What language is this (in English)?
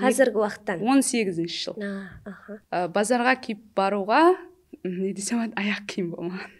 Kara-Kalpak